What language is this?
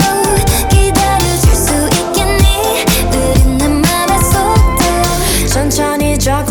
Korean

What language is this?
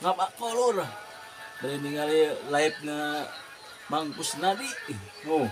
Sundanese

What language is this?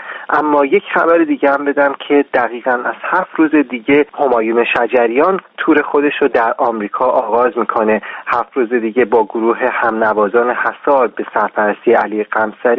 Persian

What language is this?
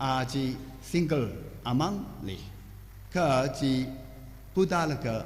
Tangkhul Naga (India)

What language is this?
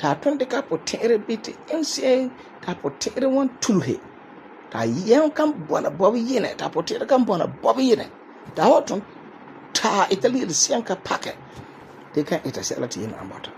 Frafra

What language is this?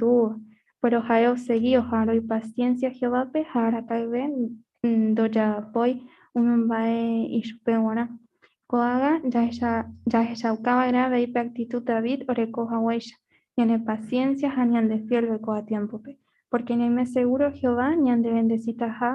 Guarani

